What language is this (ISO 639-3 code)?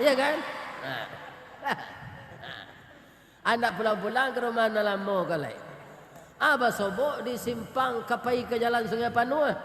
min